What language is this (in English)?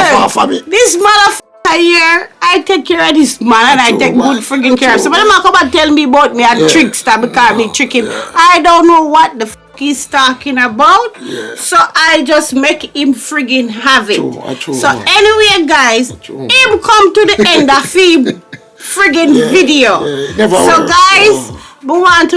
Jamaican Creole English